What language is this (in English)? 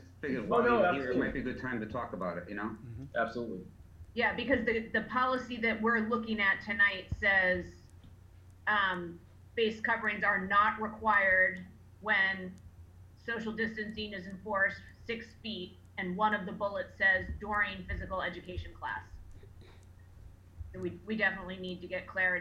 English